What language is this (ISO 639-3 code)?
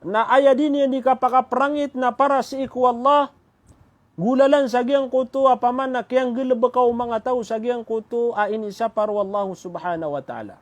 mrw